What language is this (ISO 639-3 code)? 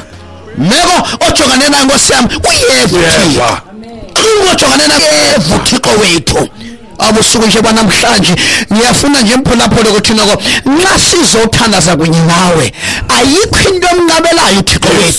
xho